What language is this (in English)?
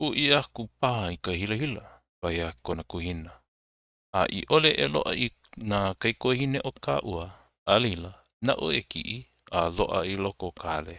Hawaiian